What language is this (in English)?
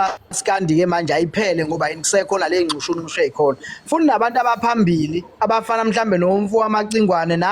Zulu